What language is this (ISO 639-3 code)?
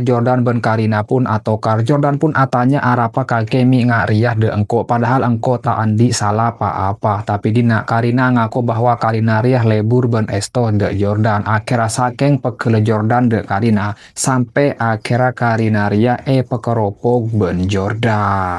mad